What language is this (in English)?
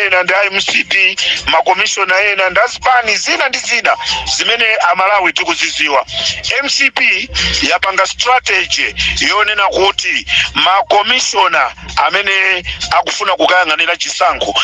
Nyanja